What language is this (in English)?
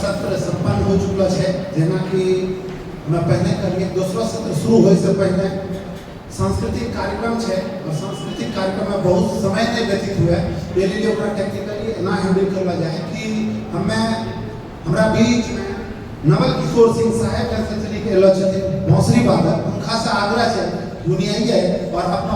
Angika